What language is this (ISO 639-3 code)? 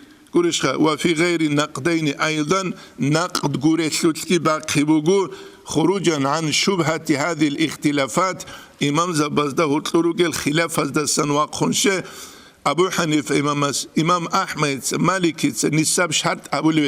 ava